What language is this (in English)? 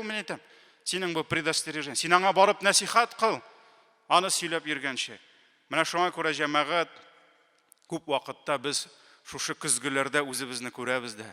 Tatar